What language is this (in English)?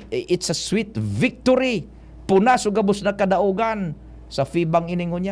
Bikol